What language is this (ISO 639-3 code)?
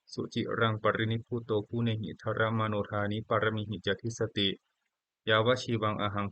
pli